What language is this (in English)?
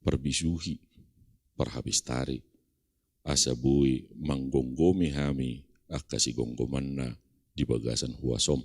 Batak Toba